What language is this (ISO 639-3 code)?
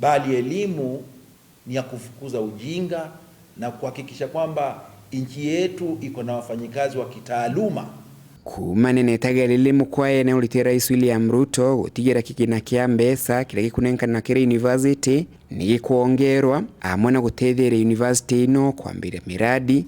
mer